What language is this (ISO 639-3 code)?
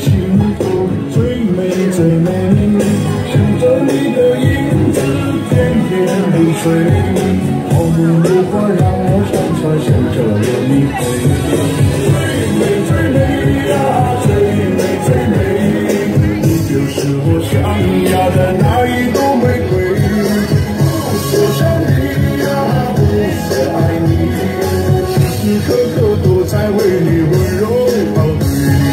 zho